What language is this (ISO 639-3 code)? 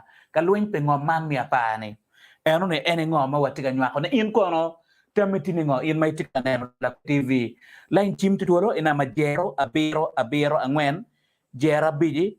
ach